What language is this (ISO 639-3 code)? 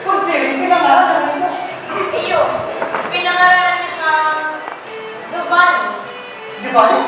bik